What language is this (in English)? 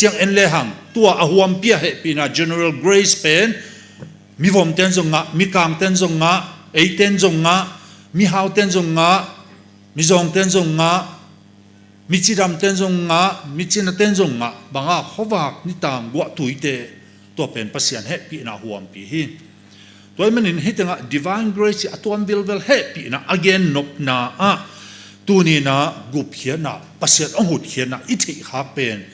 Tedim Chin